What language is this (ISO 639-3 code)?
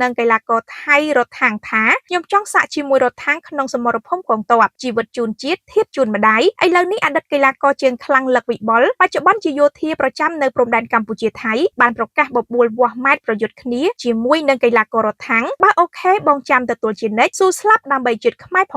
khm